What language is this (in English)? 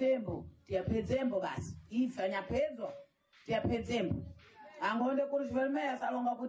Sena